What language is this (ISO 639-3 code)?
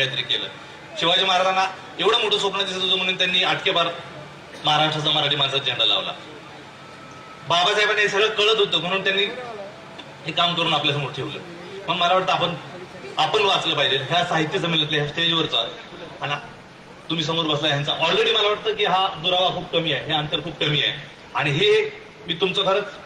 mar